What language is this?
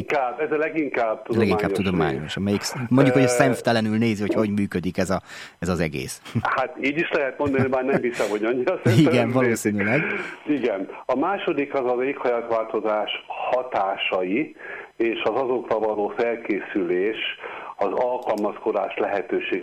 Hungarian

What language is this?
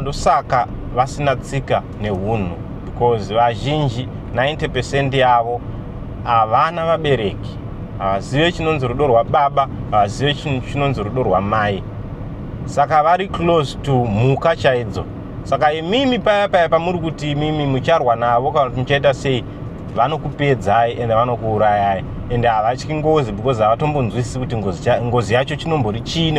Shona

